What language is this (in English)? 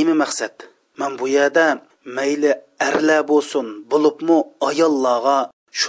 Uyghur